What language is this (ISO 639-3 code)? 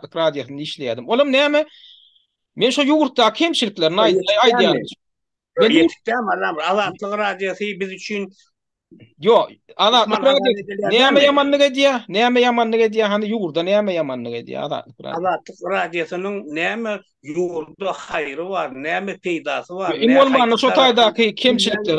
tuk